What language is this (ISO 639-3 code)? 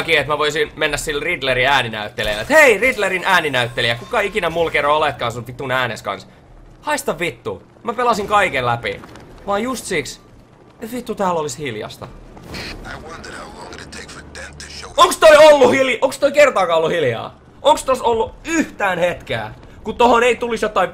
fin